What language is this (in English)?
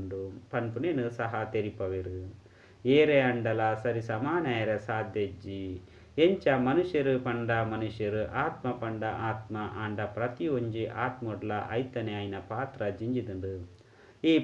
Tulu